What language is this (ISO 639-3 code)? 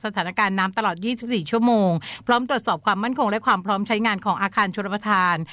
tha